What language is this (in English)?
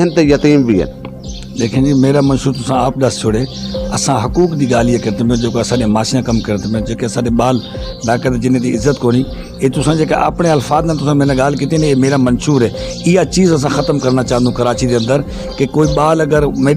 Saraiki